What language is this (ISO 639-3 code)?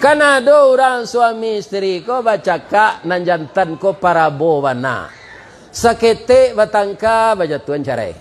min